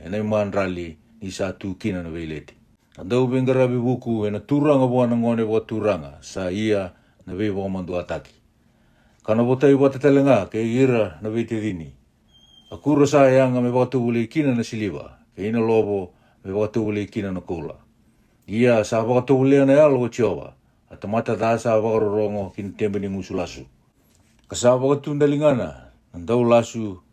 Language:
Fijian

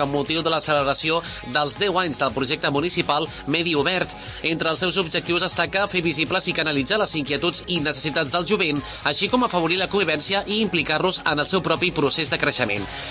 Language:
Catalan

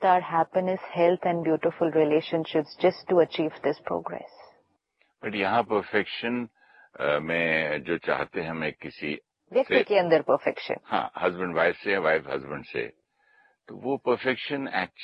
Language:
Hindi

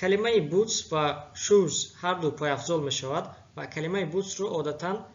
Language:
Tajik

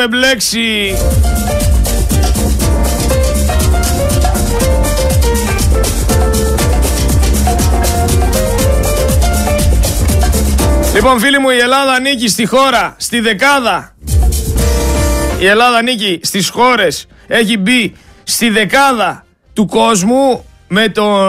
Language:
Greek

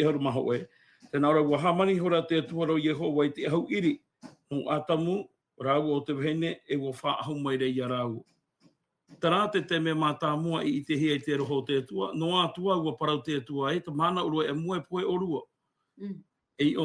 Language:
Tahitian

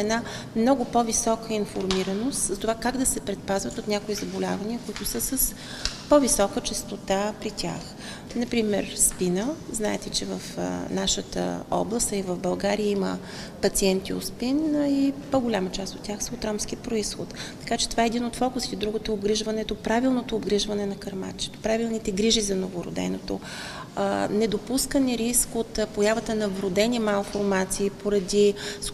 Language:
Bulgarian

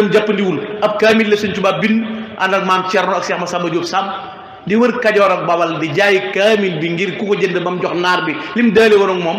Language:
Wolof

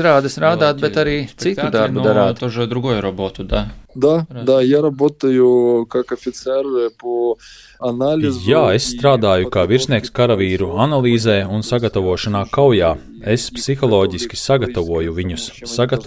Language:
Latvian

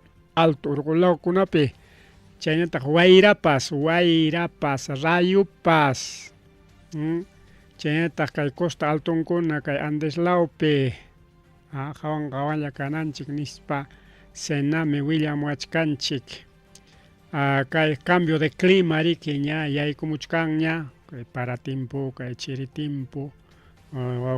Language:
Ayacucho Quechua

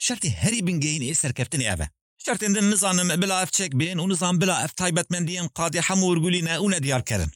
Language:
Kurdish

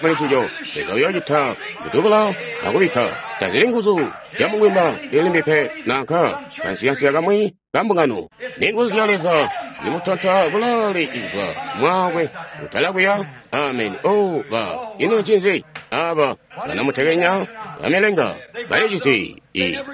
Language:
Tonga (Zambia)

